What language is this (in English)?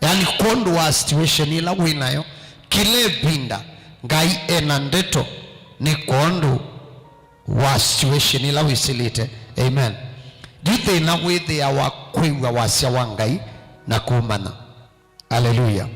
Kamba